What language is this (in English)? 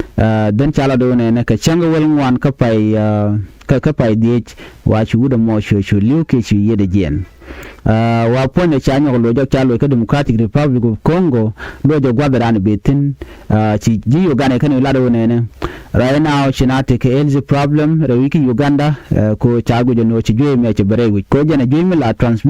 Nuer